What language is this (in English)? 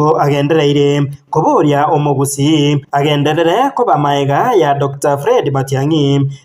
Gusii